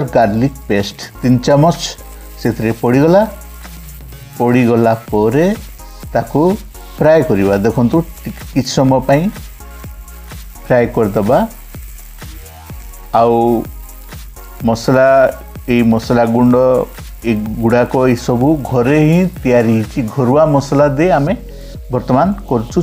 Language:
Odia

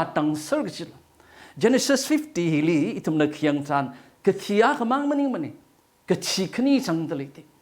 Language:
Tangkhul Naga (India)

